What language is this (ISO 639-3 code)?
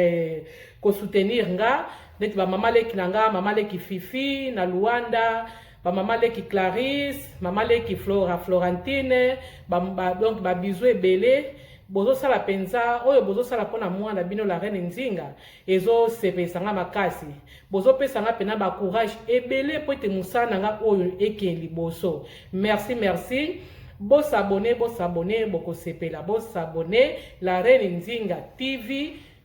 lin